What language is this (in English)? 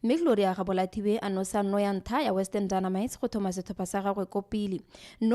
Tswana